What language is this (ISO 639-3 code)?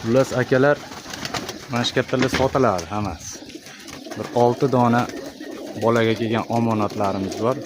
uzb